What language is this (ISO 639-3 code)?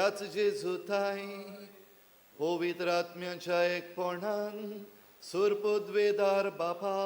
kok